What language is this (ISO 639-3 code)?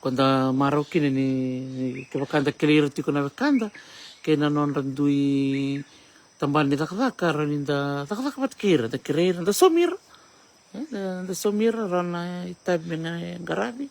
fij